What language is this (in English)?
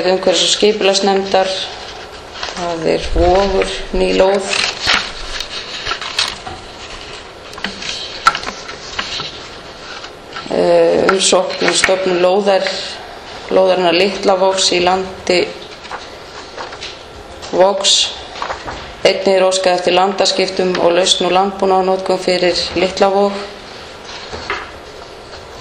Icelandic